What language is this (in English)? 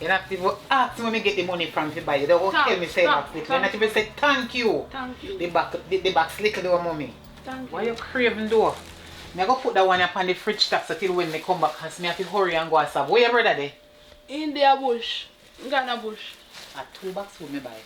Jamaican Creole English